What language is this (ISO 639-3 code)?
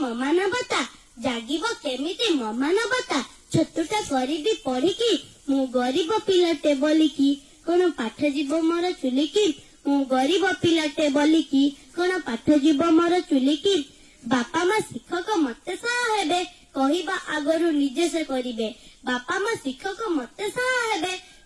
ori